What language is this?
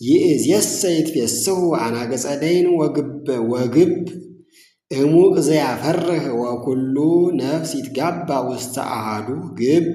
Amharic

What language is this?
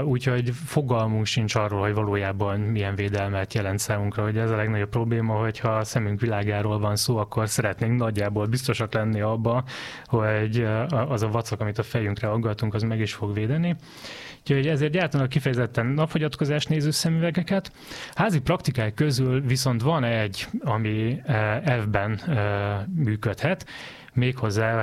Hungarian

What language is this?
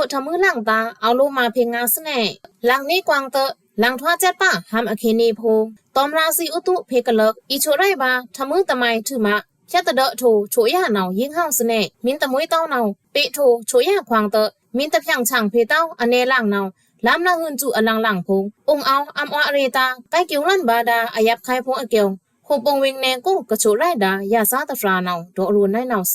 Pa'o Karen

